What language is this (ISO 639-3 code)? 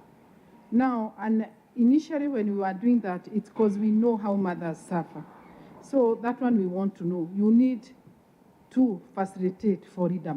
kam